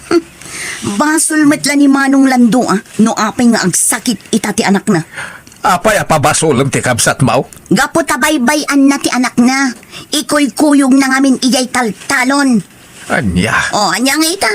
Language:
Iloko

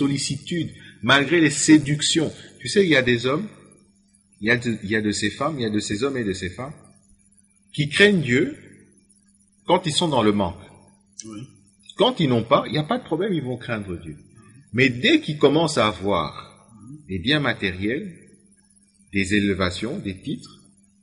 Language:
French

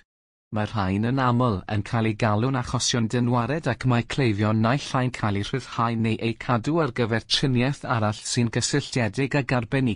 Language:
Welsh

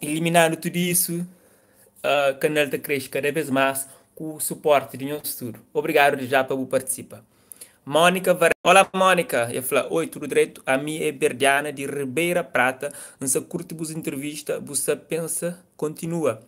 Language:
Kabuverdianu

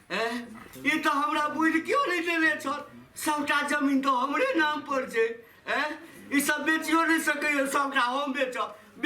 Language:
Maithili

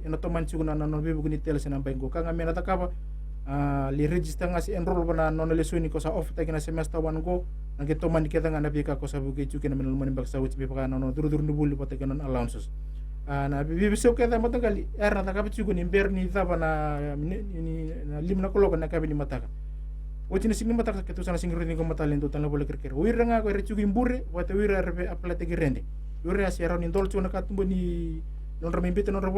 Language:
Fijian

